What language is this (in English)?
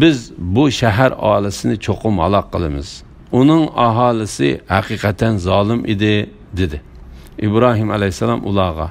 Uyghur